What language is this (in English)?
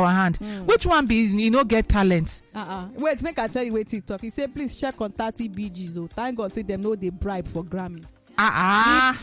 Nigerian Pidgin